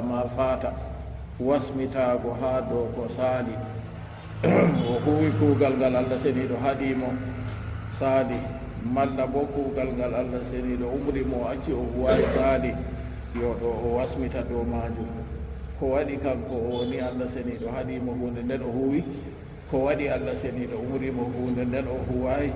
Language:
Fula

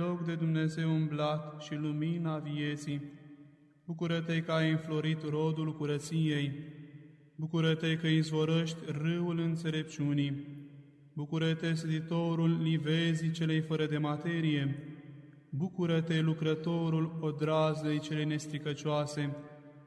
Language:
Romanian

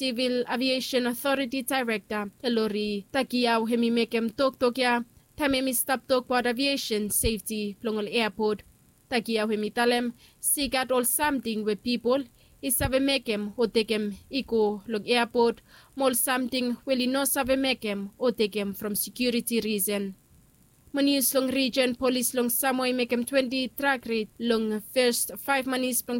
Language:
Bislama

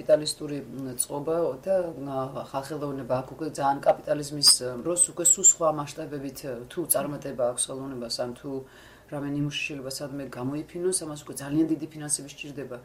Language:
Georgian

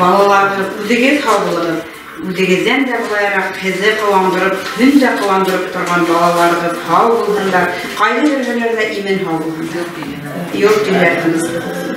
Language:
Bashkir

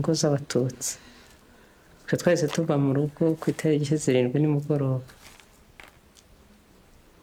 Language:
Kinyarwanda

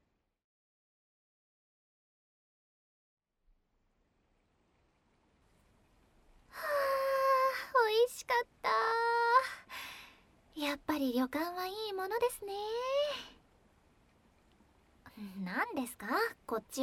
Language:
Japanese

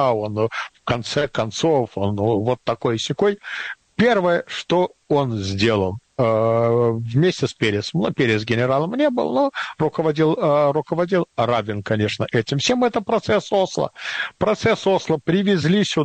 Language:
Russian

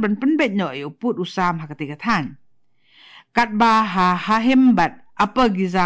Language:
Khasi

